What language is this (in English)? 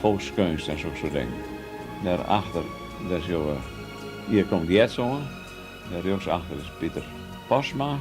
Western Frisian